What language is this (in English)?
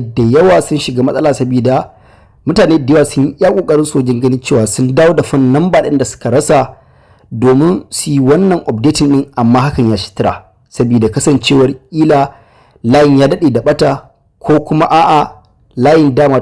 Hausa